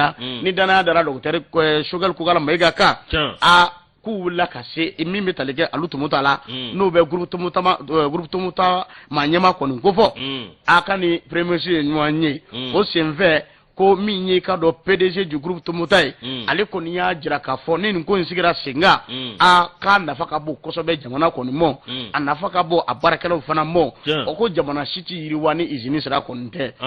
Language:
Bambara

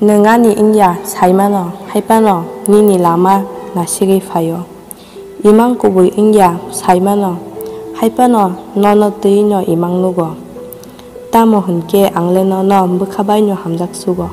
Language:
Kok Borok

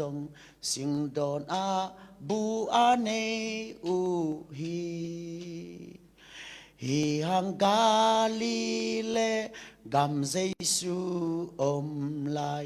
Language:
Tedim Chin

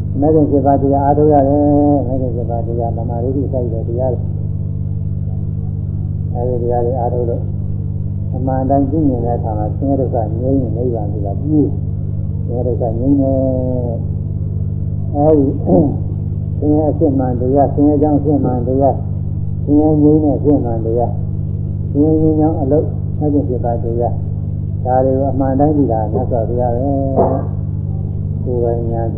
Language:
Burmese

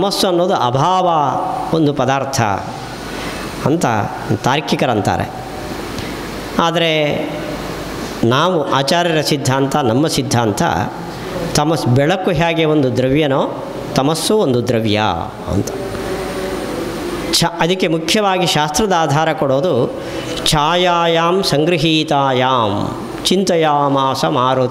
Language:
Kannada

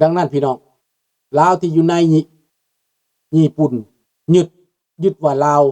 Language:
Lao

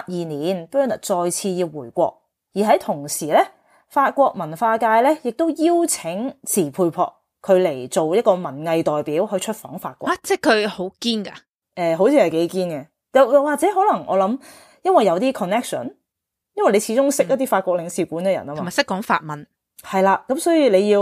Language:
Cantonese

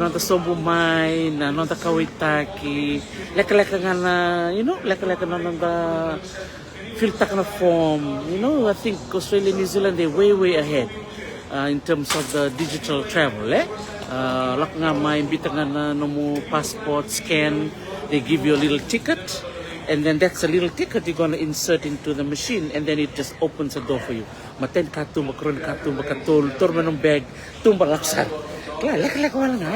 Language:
Fijian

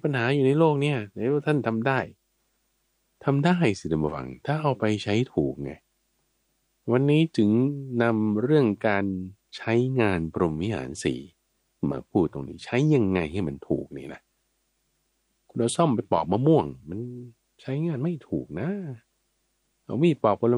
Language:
Thai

